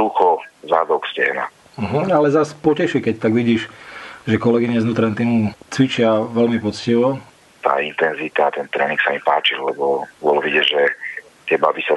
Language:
Slovak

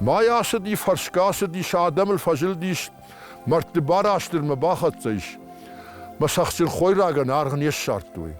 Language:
Ossetic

